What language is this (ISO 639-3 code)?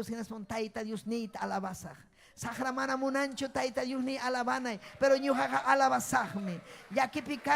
quy